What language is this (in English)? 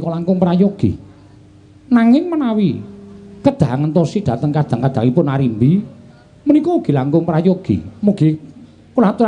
Javanese